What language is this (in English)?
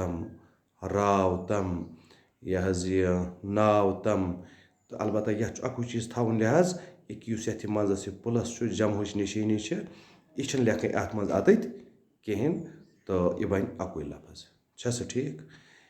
Kashmiri